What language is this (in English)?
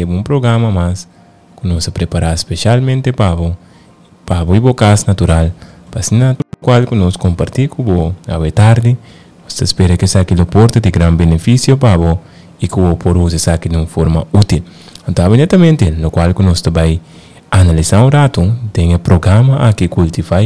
Papiamento